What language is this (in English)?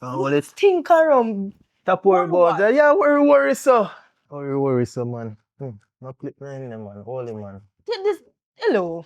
Jamaican Creole English